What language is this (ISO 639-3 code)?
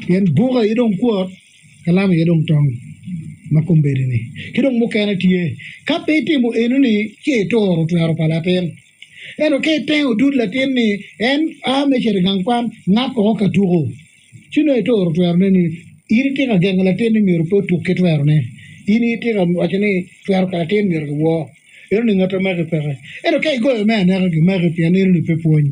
ach